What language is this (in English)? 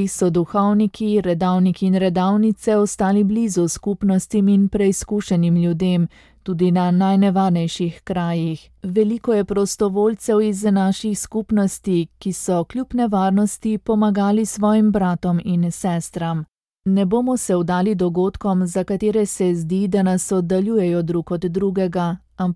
Slovenian